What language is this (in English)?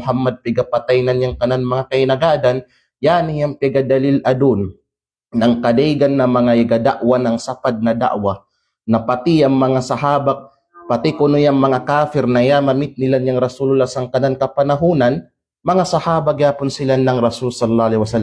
Kalagan